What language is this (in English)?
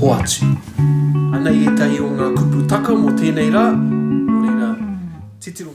Māori